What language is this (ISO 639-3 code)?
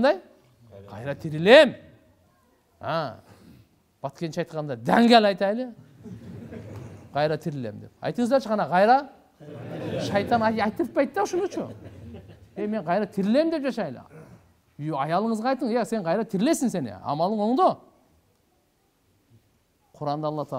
kir